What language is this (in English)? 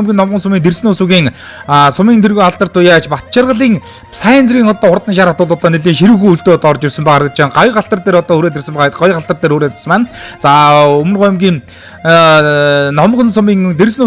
Mongolian